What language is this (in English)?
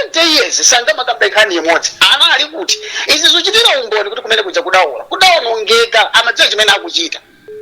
Nyanja